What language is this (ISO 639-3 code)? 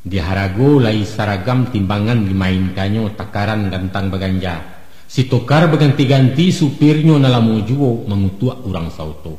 min